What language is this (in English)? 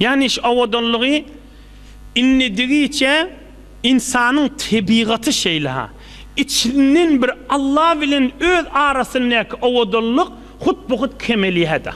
Turkmen